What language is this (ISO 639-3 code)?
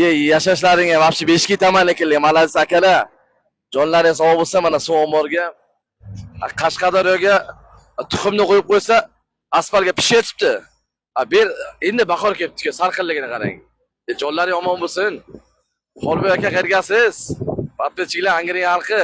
uzb